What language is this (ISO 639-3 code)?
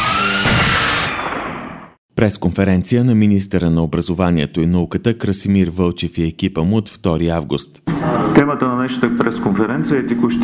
bul